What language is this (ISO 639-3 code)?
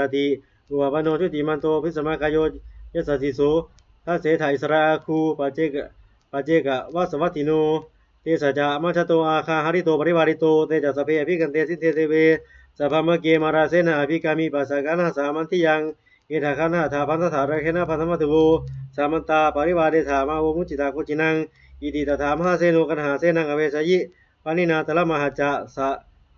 pli